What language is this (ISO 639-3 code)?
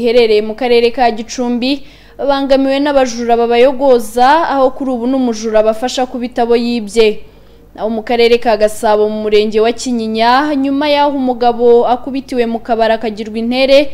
kin